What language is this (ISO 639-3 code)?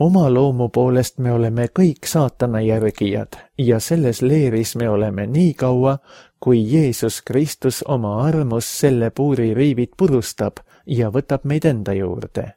est